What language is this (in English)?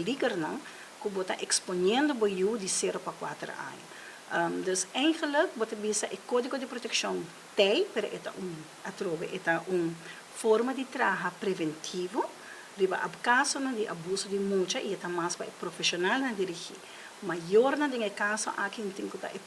Papiamento